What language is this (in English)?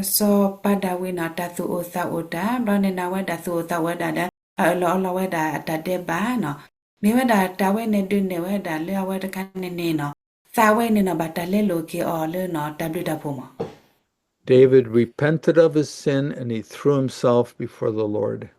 S'gaw Karen